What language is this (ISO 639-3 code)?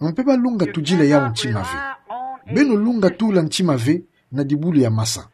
ktu